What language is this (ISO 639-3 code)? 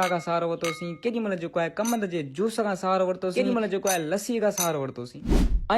snd